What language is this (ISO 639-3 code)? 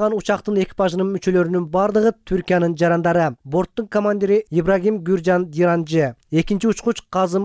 kir